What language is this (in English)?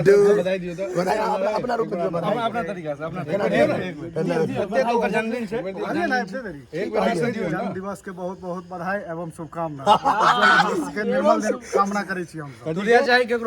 Maithili